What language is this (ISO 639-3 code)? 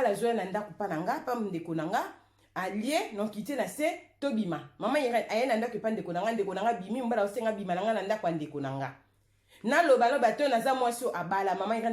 lin